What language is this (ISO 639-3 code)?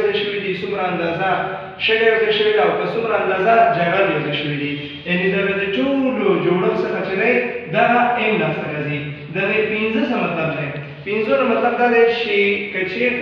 pus